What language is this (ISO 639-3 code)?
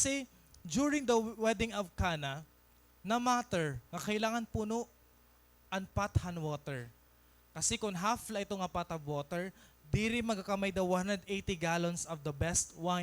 war